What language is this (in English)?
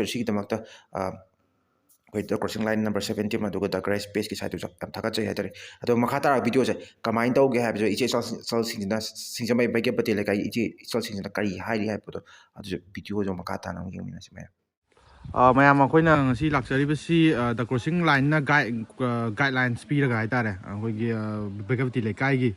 Manipuri